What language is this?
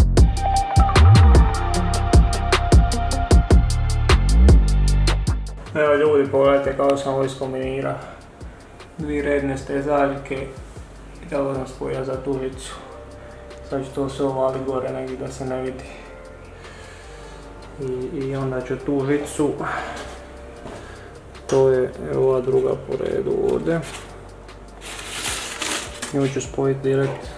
Croatian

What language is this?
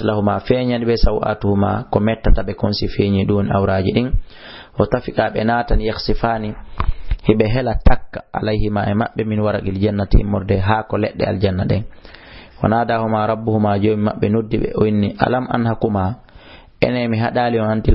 Fula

